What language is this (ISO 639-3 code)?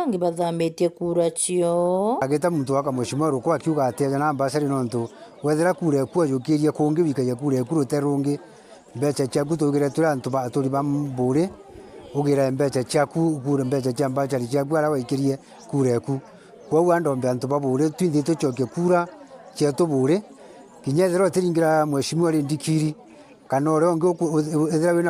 mer